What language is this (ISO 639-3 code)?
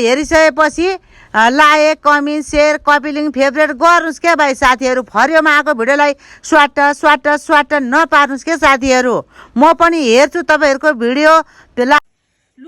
nep